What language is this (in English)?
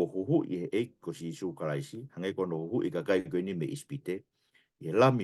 Tongan